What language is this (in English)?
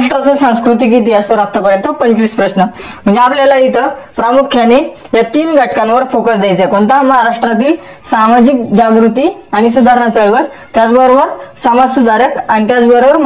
Marathi